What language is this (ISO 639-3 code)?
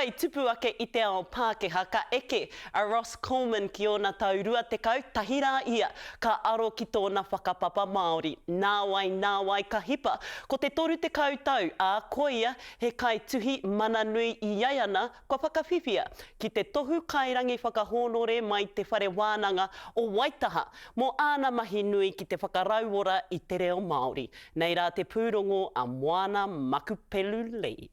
mri